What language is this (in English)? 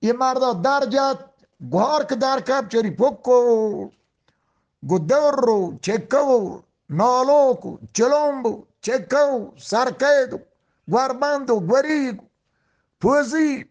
Eastern Balochi